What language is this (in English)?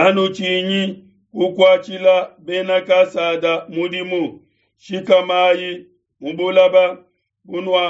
Luba-Lulua